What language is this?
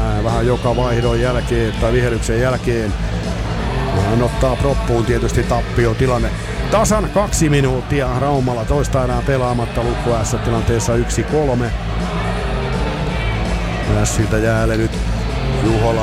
Finnish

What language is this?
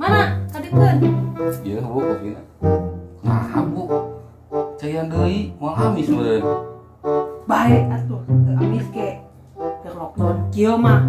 Sundanese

